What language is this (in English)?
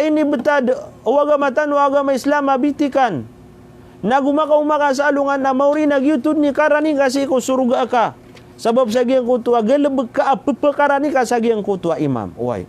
Maranao